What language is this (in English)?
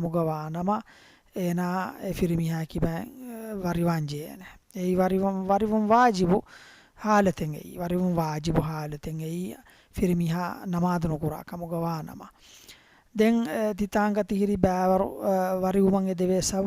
Divehi